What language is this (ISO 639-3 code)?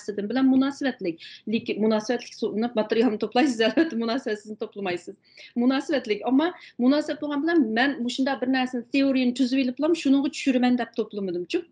uig